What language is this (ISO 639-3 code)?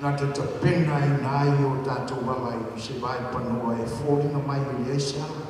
smo